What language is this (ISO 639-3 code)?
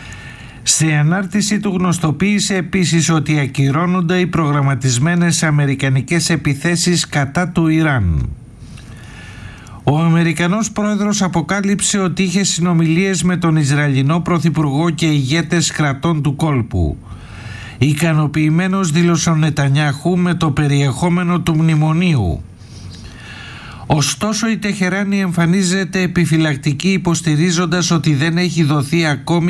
ell